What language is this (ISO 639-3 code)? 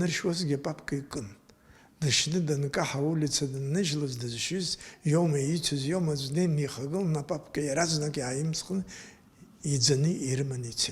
abk